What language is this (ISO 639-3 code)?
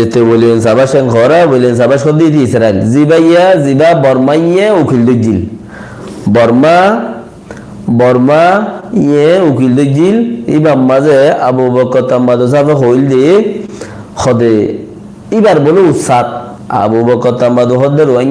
rhg